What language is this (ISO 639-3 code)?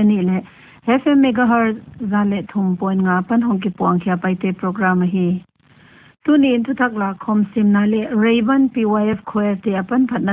pck